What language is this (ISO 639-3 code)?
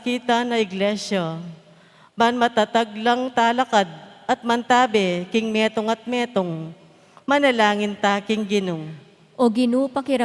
pam